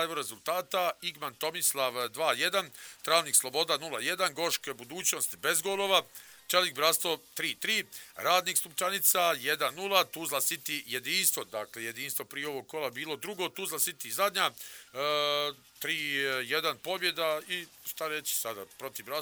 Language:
Bosnian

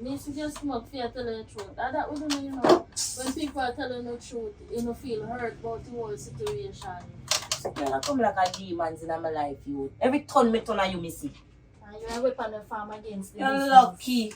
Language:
Jamaican Creole English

